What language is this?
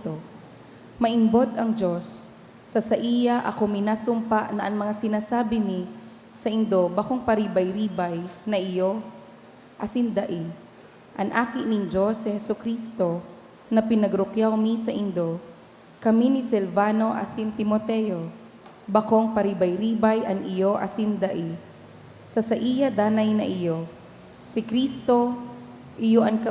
Bikol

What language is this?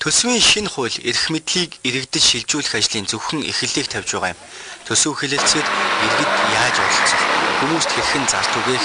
Mongolian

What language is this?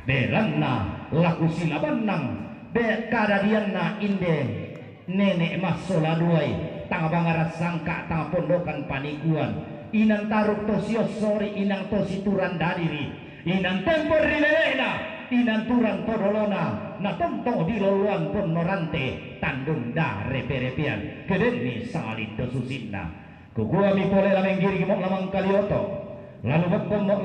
Toraja-Sa'dan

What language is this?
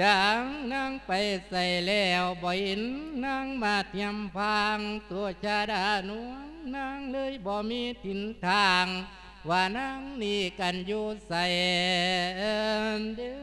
Lao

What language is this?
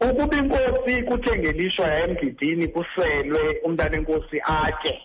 Xhosa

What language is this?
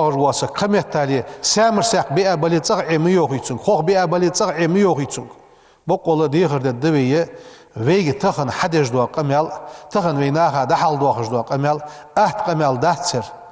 Ingush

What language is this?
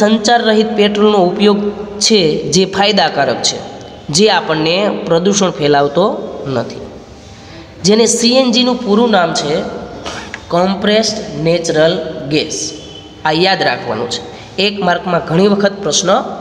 Gujarati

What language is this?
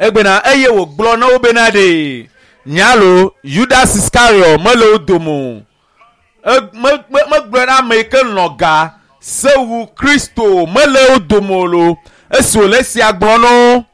Ewe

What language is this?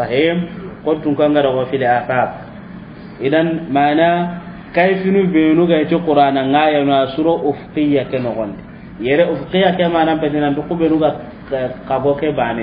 Soninke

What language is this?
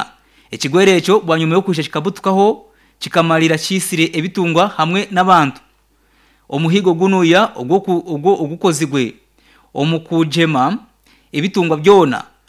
Nyankole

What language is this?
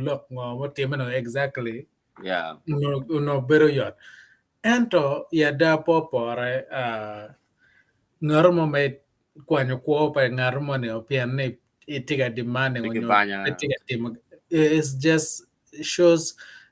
Acoli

